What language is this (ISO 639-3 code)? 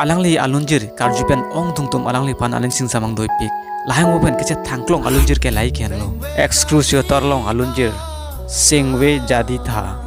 mjw